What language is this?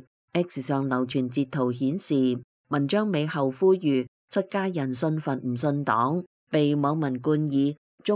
Cantonese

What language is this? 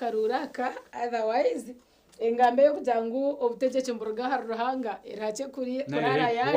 Nyankole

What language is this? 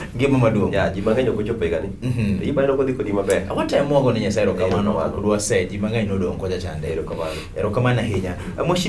Luo (Kenya and Tanzania)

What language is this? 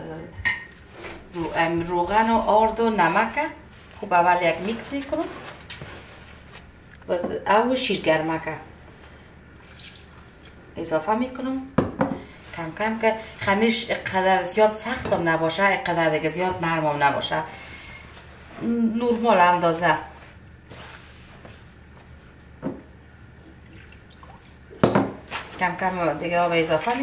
Persian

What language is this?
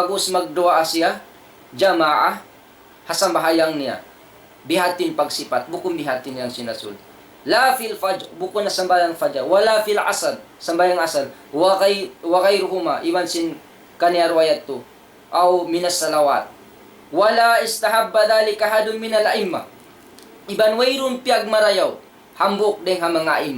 Tausug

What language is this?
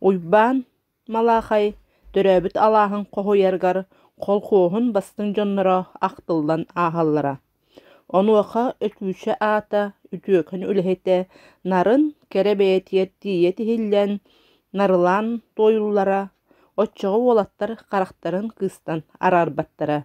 Yakut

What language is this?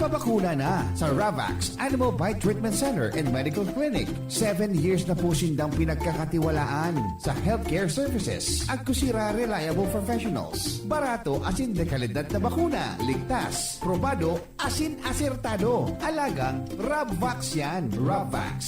Bikol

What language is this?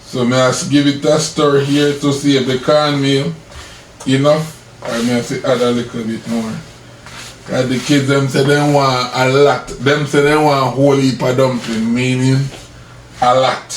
Jamaican Creole English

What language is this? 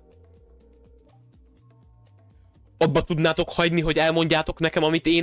Hungarian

